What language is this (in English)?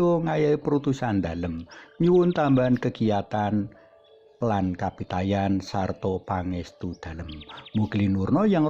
Javanese